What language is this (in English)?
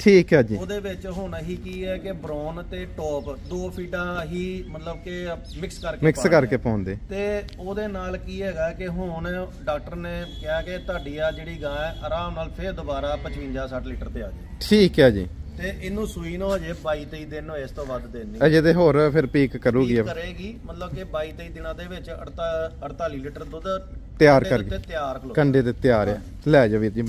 Punjabi